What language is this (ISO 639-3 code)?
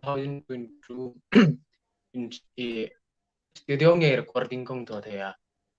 hmr